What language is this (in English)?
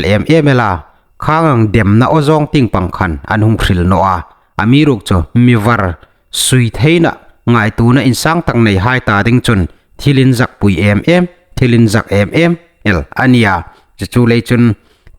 Hmar